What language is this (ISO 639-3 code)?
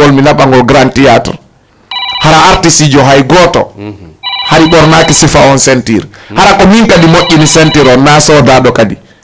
ful